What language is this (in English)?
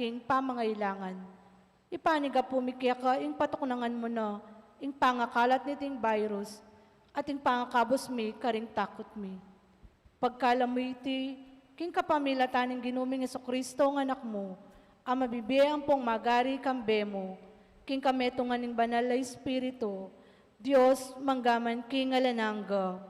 Pampanga